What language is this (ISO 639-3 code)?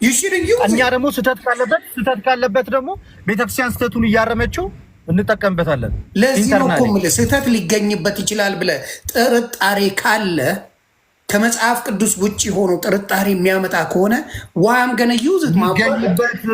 amh